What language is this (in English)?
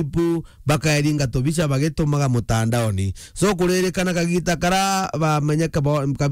Meru